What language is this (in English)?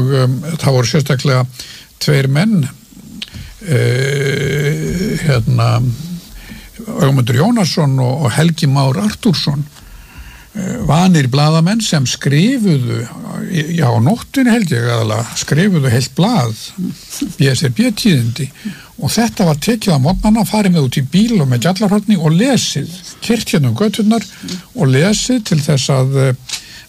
Icelandic